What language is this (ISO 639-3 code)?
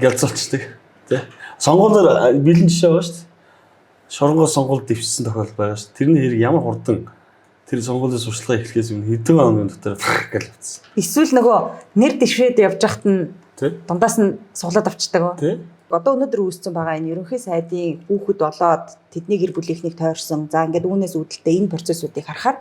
mon